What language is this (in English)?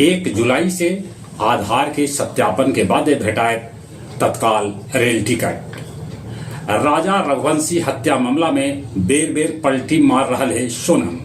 Magahi